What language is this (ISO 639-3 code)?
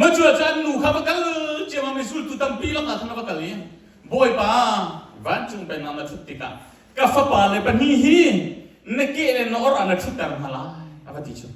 cnh